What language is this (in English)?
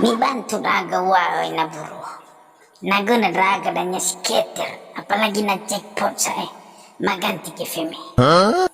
Nias